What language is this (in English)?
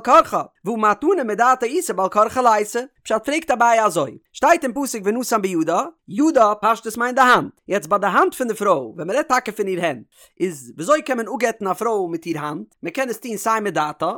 Yiddish